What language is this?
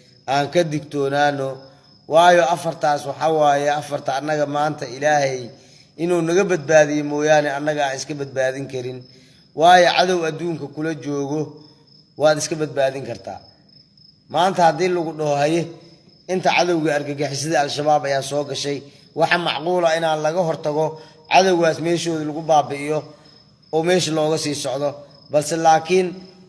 Somali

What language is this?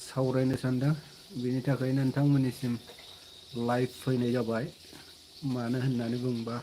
Bodo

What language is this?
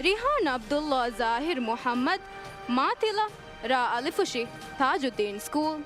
Divehi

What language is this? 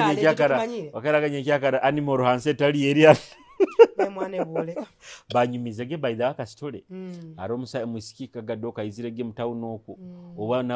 Nyoro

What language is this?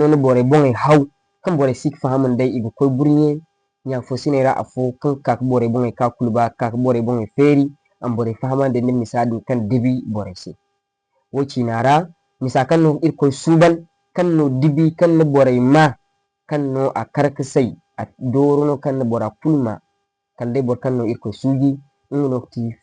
Zarma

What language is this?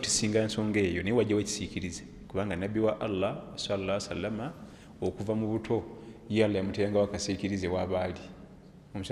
Ganda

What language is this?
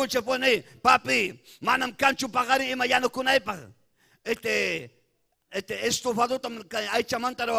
Ayacucho Quechua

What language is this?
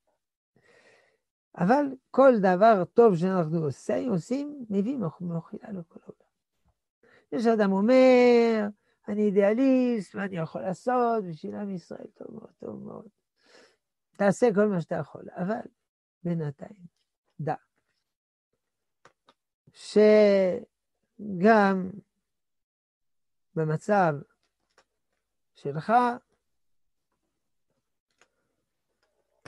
Hebrew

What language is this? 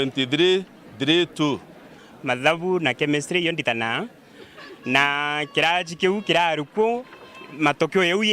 Meru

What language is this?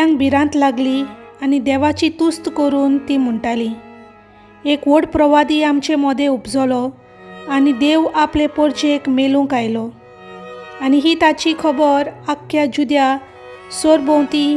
Konkani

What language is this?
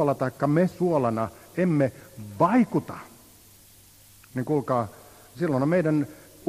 Finnish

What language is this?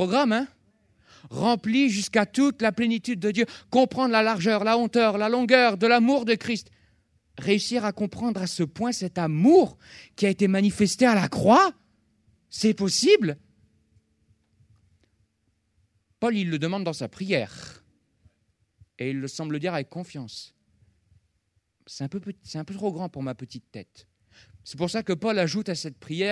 French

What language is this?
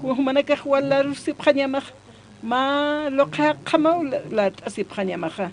Aymara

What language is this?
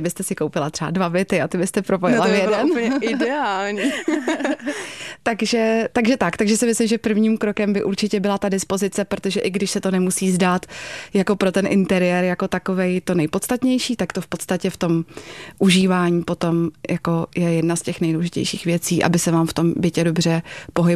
Czech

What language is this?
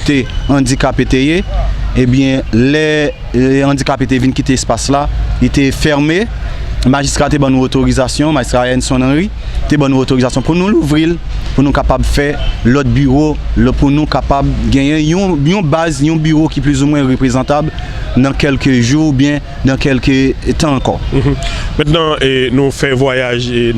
Haitian Creole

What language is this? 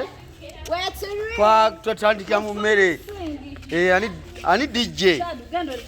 Ganda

